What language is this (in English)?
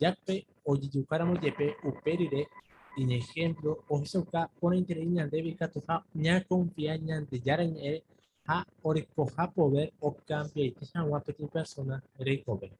Guarani